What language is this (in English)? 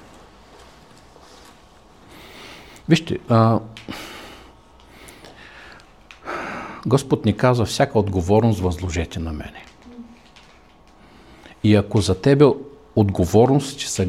Bulgarian